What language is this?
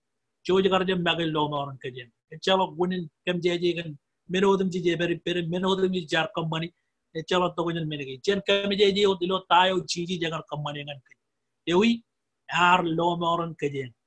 Marshallese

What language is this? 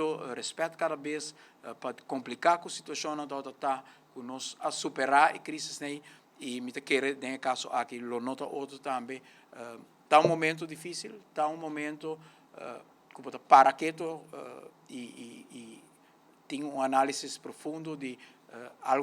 Papiamento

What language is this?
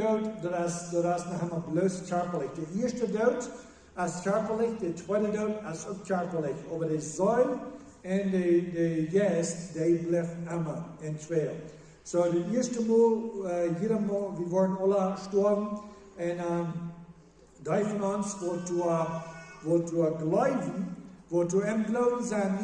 Plautdietsch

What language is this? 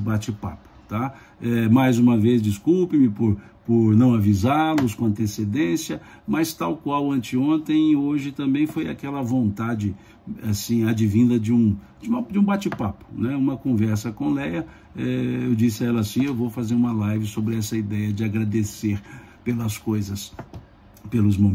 Portuguese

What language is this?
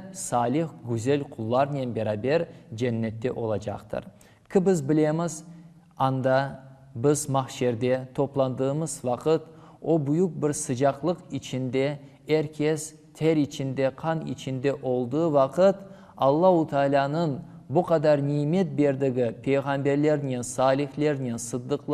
Crimean Tatar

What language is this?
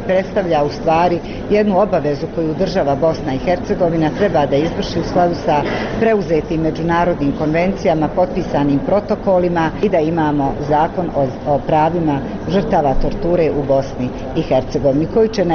Bosnian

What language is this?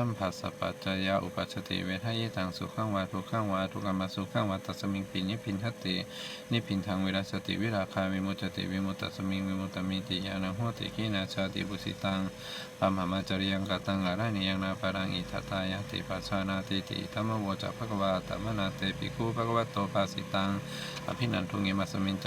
Pali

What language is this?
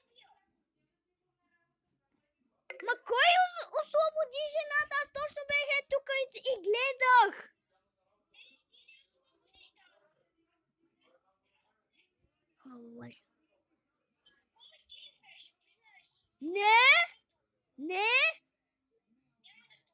Bulgarian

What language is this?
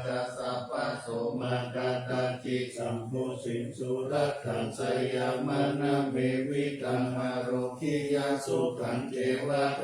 Pali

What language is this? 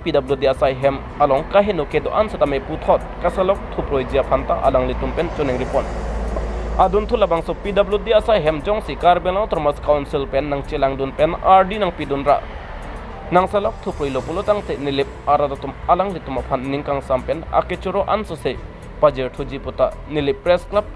Karbi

